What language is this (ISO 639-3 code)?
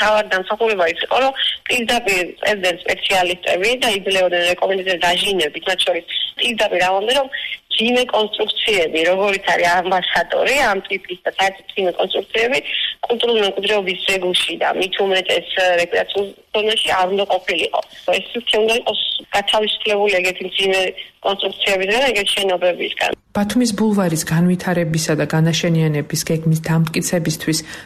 kat